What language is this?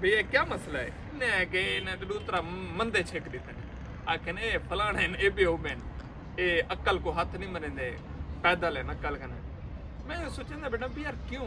Saraiki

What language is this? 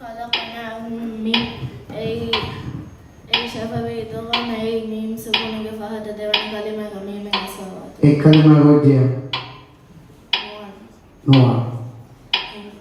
Divehi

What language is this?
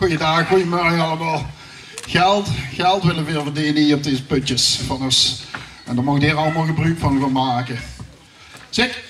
Limburgish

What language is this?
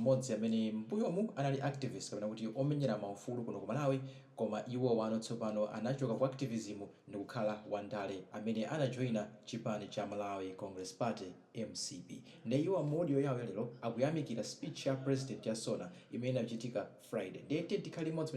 Nyanja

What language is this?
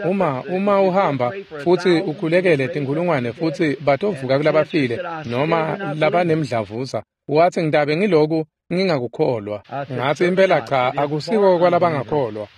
Swati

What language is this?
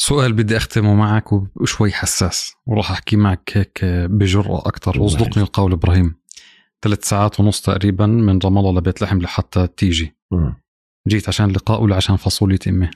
North Levantine Arabic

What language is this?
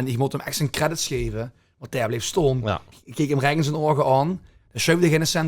Limburgish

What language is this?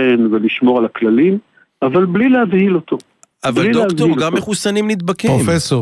Hebrew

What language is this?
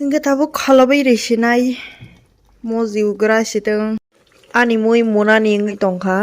Kok Borok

